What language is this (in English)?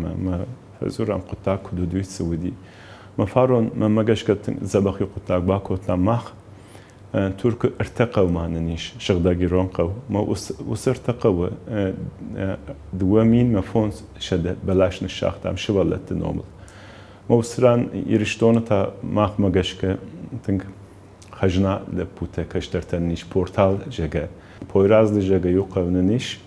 Ossetic